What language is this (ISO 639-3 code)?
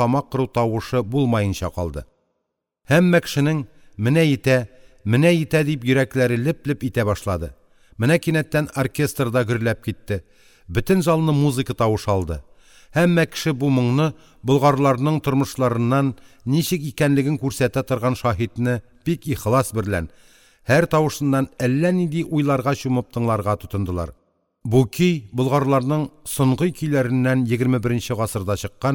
tat